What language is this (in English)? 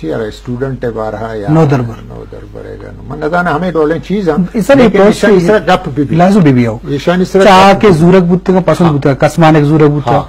Eastern Balochi